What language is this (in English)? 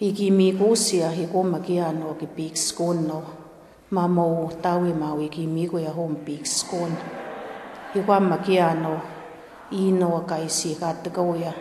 Plains Cree